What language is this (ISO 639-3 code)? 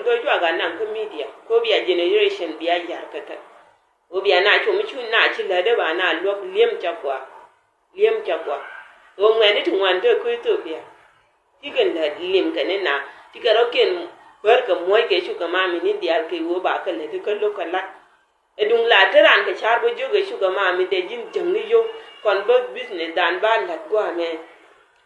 nus